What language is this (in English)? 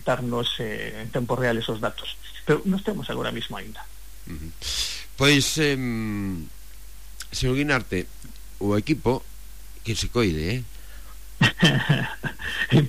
Galician